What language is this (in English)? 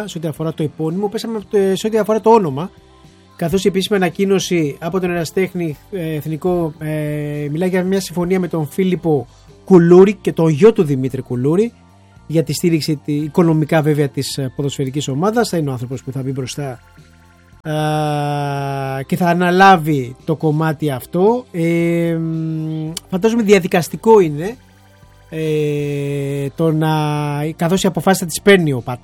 Greek